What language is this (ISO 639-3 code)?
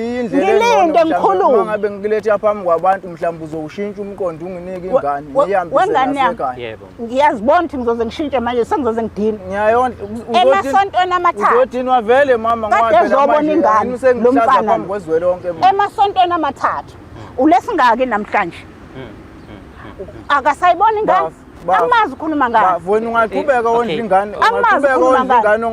zul